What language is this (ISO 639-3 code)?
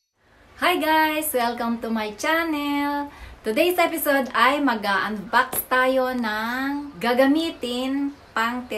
fil